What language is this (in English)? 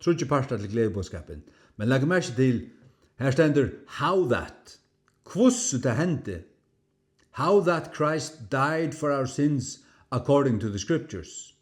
Faroese